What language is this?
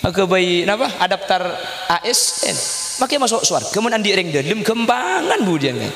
Madurese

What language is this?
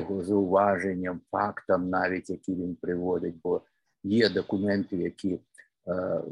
Ukrainian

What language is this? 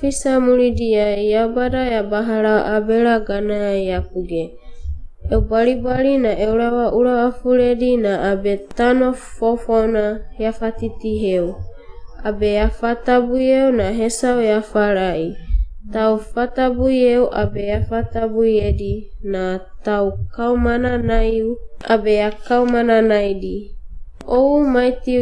Wagawaga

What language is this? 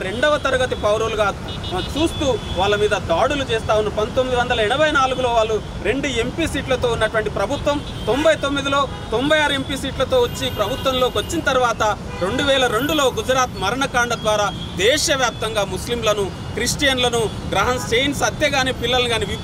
Telugu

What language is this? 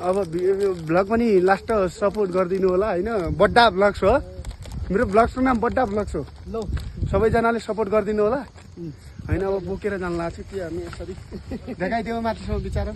Nepali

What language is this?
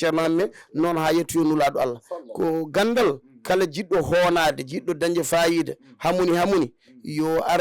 Fula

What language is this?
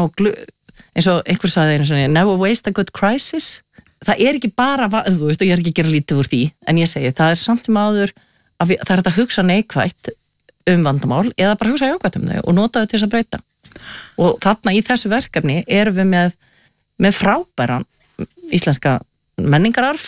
Icelandic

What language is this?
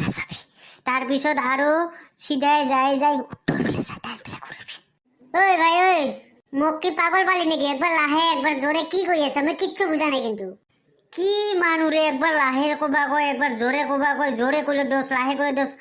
Assamese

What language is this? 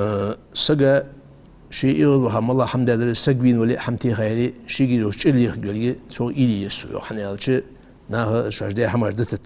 Ingush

